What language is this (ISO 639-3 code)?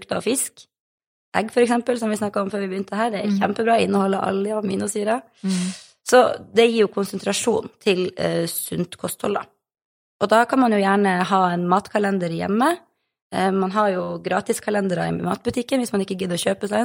nor